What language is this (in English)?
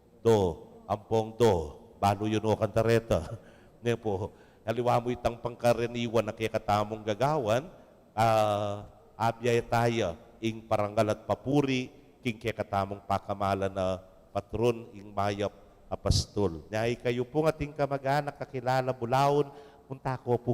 Pampanga